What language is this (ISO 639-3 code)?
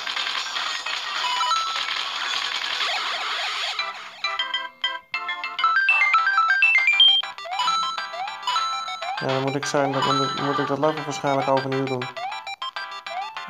nld